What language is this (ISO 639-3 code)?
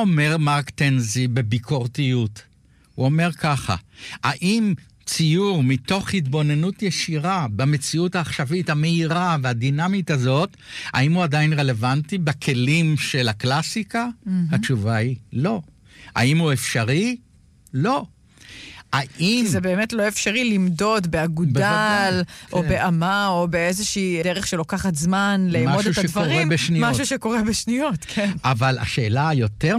heb